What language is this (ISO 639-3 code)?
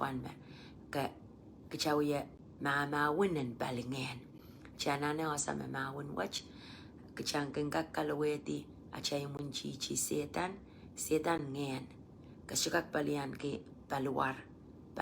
pon